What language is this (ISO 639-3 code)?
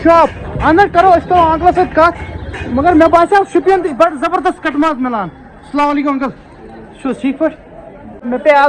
kas